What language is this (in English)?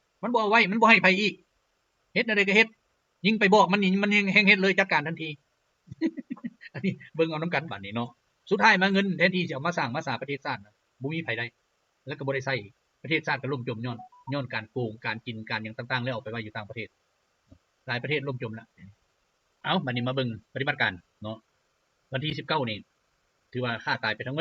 Lao